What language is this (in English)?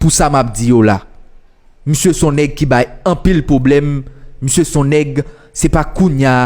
Haitian Creole